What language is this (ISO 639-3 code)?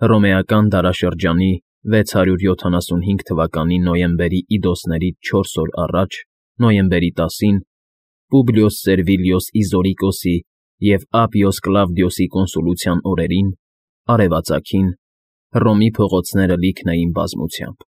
hye